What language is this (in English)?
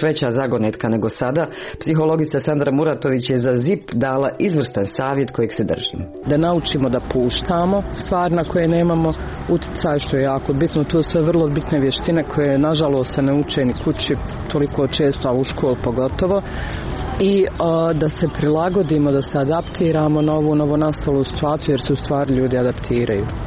Croatian